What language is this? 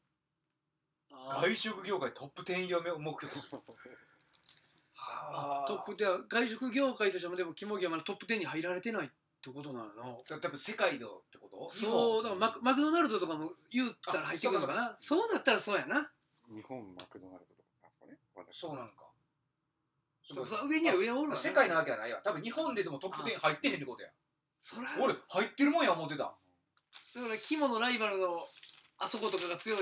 Japanese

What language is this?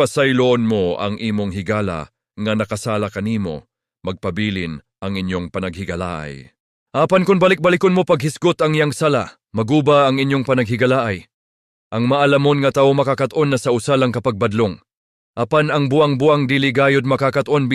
Cebuano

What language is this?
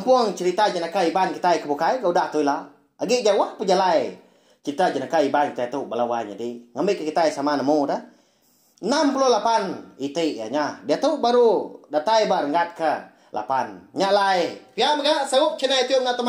Iban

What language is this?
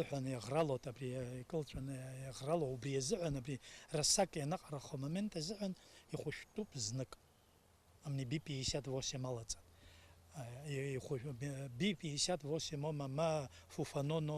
Abkhazian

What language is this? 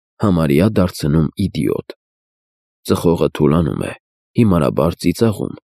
Armenian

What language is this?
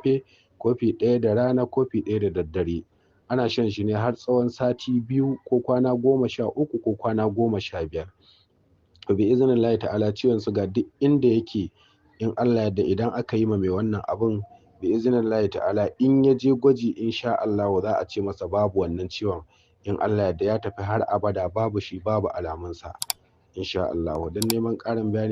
Hausa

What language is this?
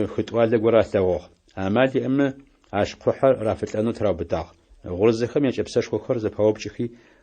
Adyghe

